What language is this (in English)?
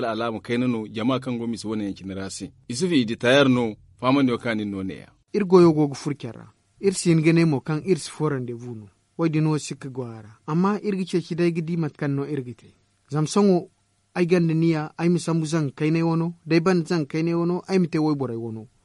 Zarma